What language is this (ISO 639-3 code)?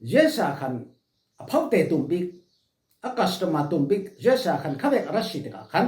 cfm